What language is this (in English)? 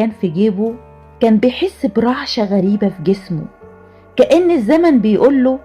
Egyptian Arabic